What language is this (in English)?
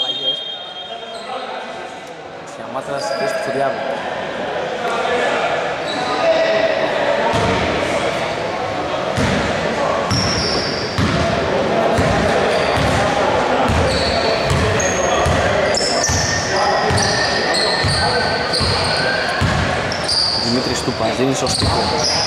Greek